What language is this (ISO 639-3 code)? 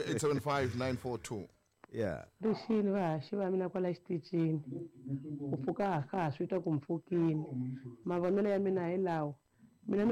tso